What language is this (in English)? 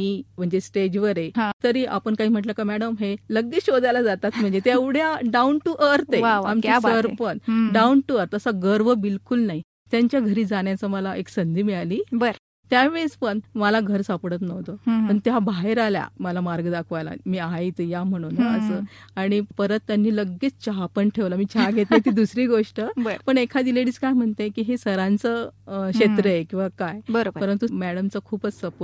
Marathi